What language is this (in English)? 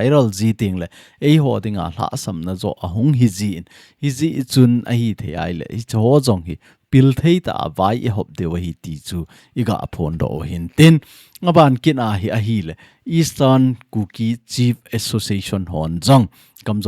Thado Chin